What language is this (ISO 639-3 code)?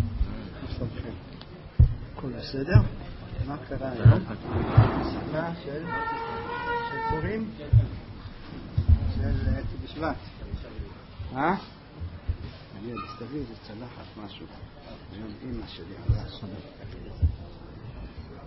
heb